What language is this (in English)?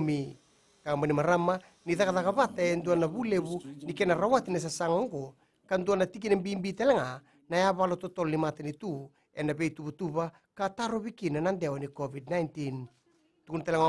Fijian